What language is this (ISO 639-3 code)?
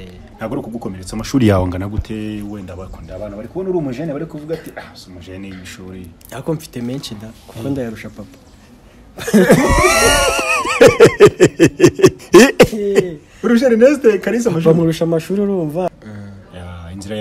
kin